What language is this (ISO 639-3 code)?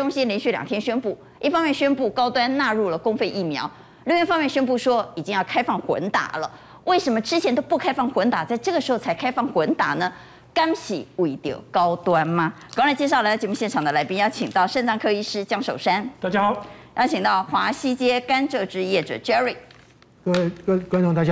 zho